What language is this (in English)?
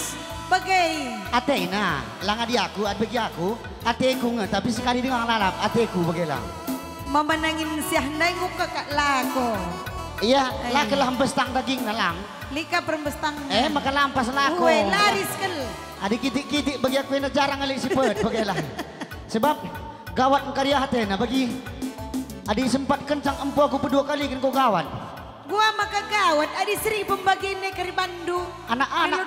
Batak Karo